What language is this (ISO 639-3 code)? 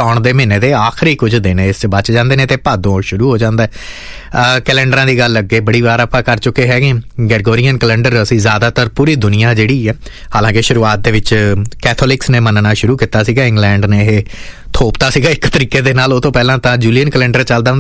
pan